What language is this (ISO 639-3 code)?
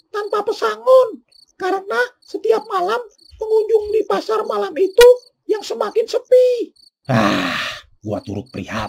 bew